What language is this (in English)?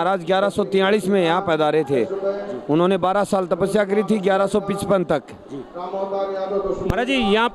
Hindi